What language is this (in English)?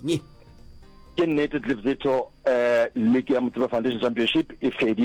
Northern Sotho